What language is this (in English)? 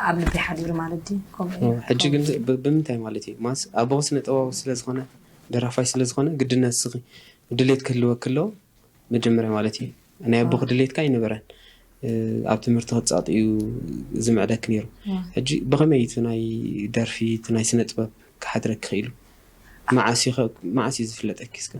Tigrinya